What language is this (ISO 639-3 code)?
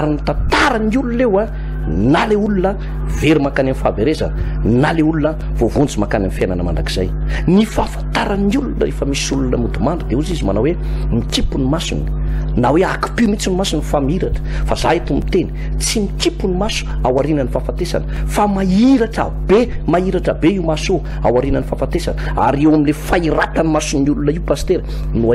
mlg